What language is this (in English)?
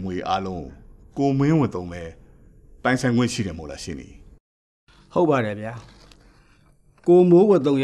Burmese